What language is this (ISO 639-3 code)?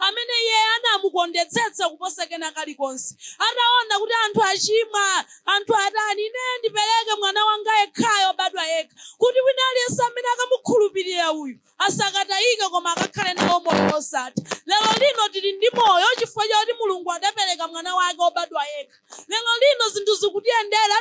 nya